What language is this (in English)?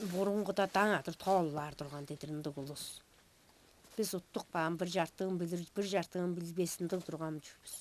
Tuvinian